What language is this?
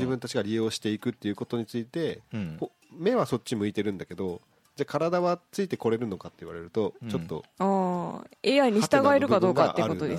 Japanese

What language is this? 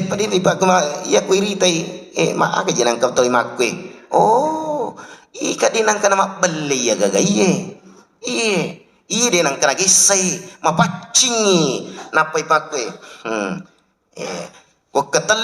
Buginese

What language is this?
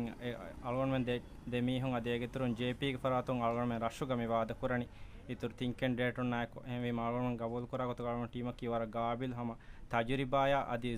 Divehi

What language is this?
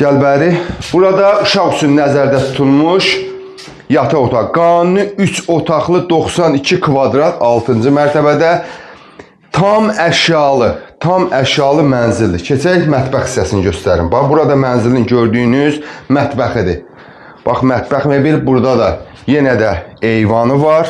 Azerbaijani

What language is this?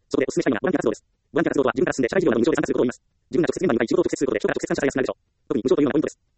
Japanese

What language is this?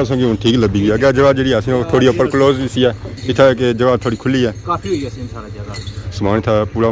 Pahari-Potwari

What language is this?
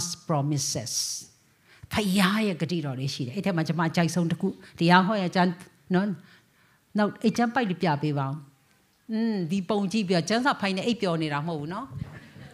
Burmese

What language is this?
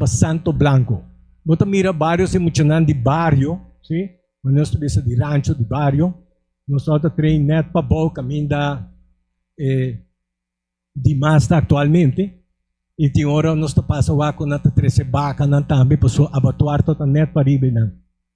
Papiamento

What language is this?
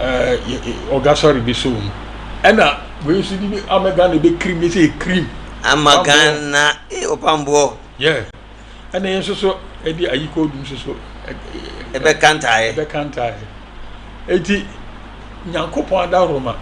Akan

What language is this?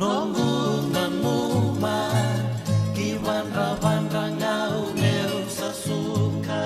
Fijian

